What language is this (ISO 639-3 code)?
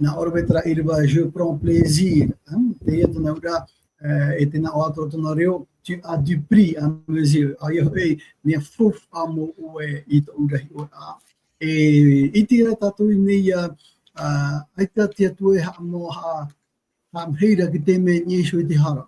tah